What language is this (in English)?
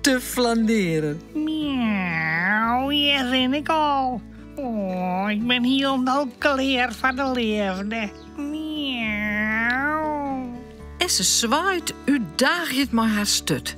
Western Frisian